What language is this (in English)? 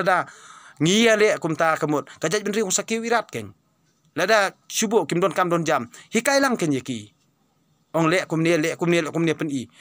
Khasi